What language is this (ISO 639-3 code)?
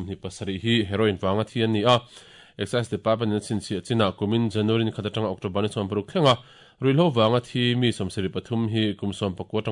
lus